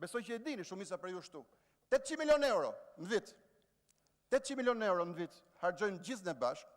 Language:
Albanian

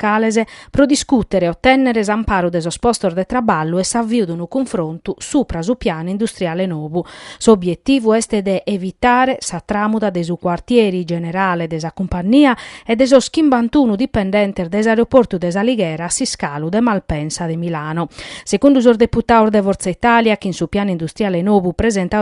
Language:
Sardinian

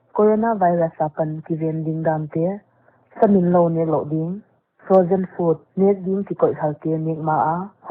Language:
Paite Chin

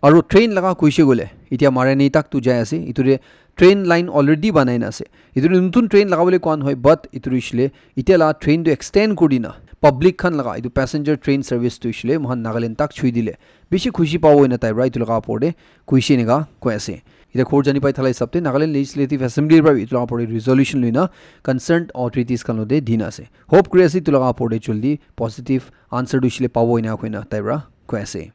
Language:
Naga Pidgin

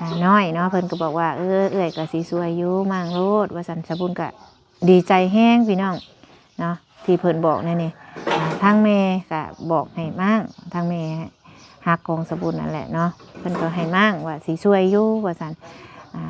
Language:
Lao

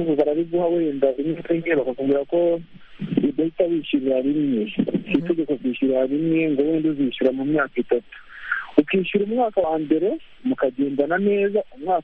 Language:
Kinyarwanda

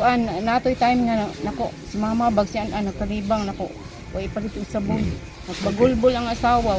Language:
Cebuano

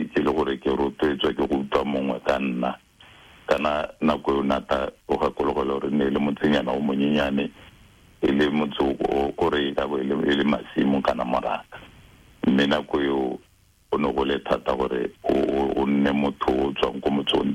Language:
Tswana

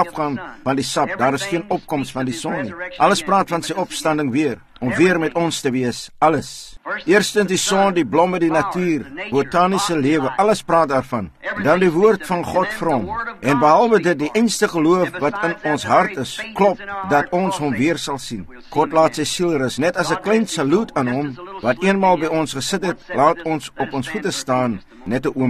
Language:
Afrikaans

